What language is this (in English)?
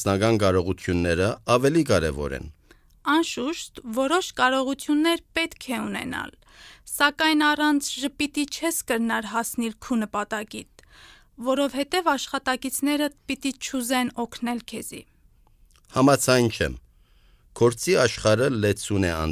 Armenian